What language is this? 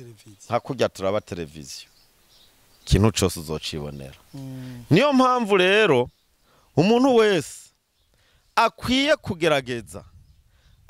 Rundi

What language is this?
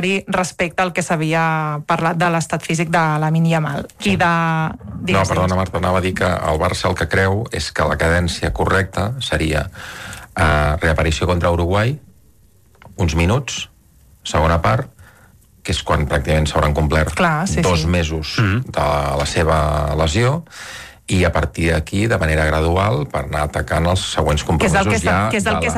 Catalan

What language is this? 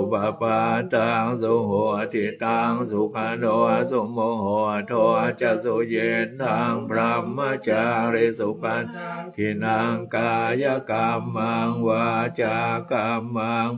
Pali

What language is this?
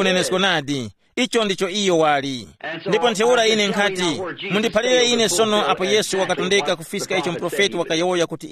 Tumbuka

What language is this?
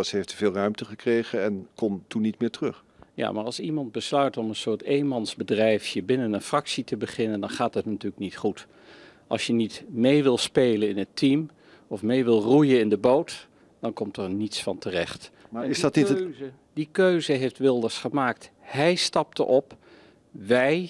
Dutch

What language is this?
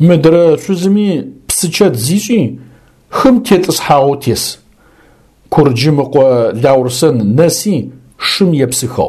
Adyghe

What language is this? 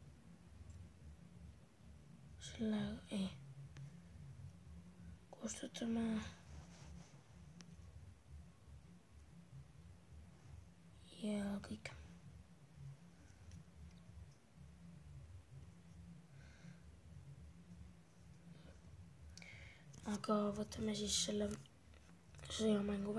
Estonian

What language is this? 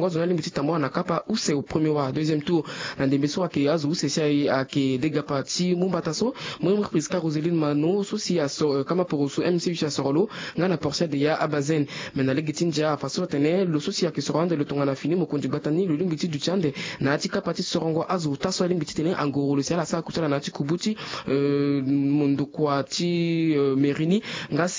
Sango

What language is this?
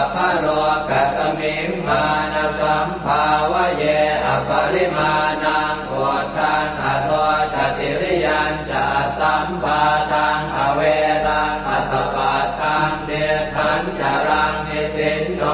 Pali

